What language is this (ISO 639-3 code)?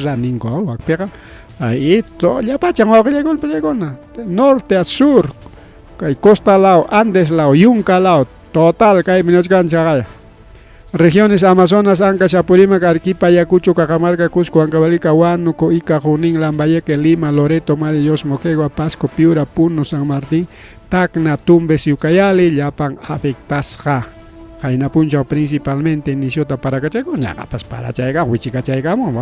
quy